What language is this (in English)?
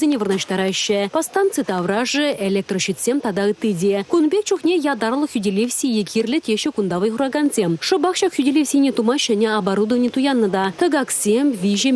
Chuvash